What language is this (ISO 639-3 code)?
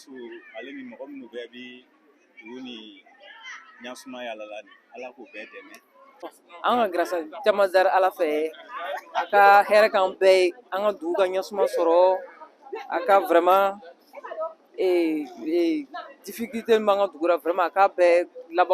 bam